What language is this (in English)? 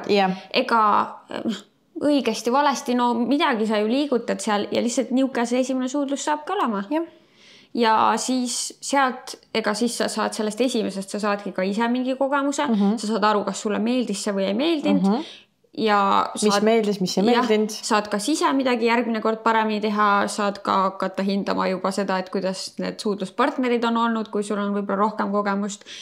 Estonian